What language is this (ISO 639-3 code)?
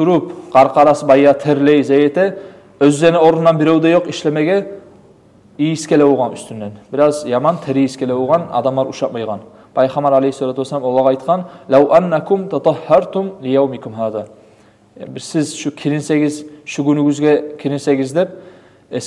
kum